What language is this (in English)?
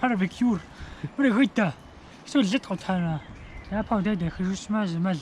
Kabardian